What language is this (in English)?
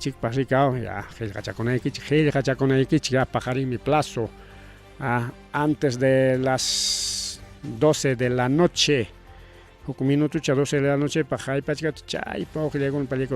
Ayacucho Quechua